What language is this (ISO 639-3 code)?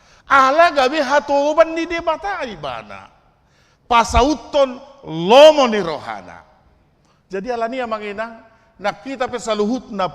bbc